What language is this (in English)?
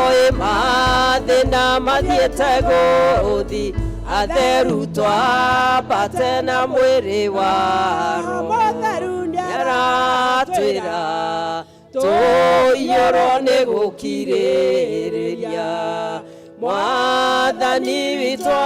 Kikuyu